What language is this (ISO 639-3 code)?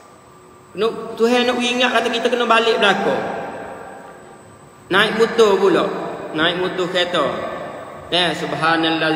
msa